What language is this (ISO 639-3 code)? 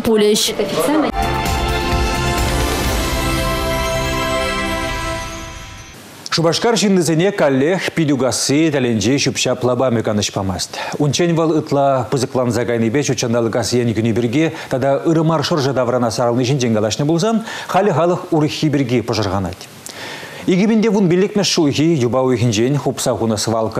chv